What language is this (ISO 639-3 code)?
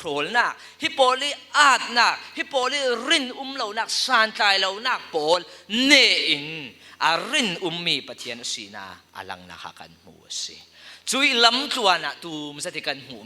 cfm